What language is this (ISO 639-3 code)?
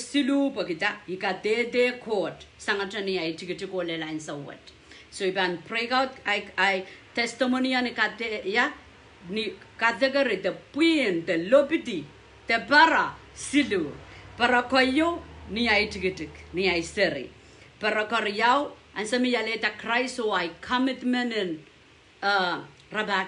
pon